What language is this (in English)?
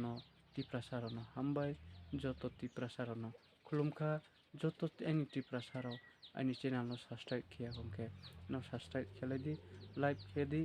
Riang (India)